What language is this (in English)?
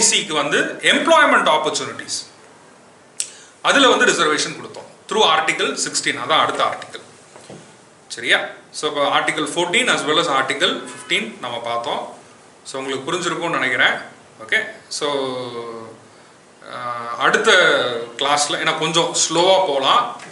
Tamil